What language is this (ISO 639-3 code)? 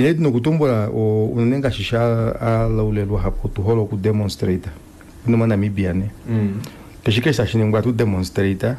kua